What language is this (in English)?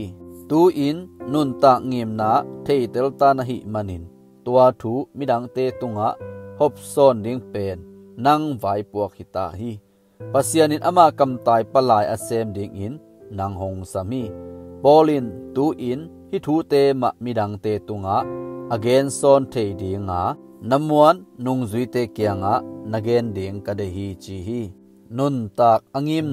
Tedim Chin